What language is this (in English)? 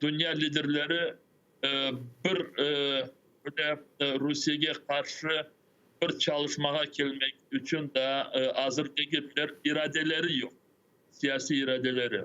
Crimean Tatar